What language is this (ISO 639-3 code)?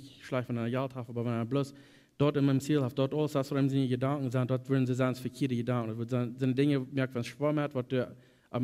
pdt